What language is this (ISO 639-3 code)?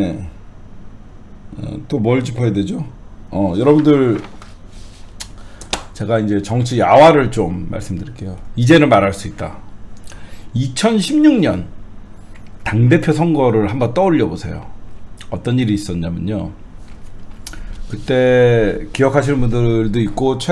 kor